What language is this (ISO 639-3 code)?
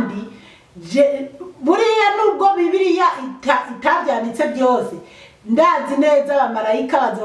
run